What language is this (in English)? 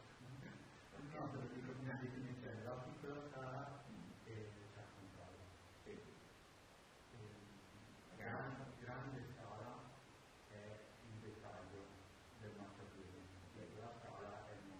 Italian